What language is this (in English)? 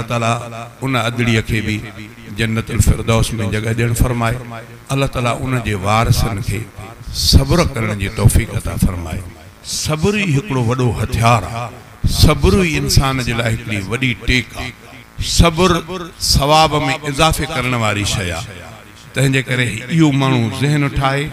Sindhi